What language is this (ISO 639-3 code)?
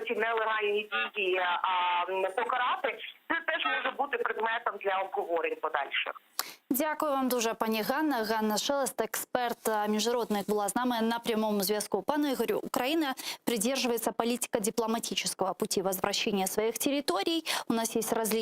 crh